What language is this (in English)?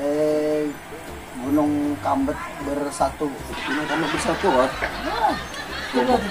Banjar